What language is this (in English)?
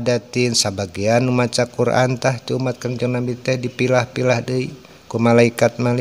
Sundanese